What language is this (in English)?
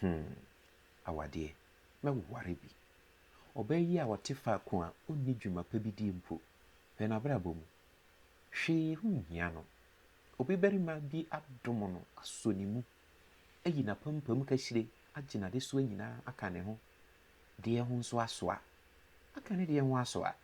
Akan